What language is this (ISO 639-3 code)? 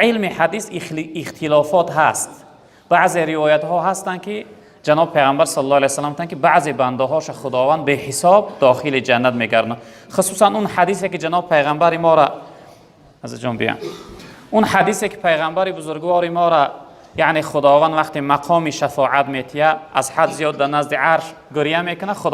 tgk